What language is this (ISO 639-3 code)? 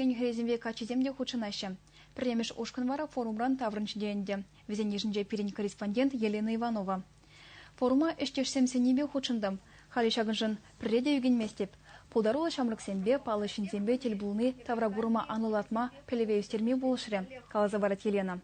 chv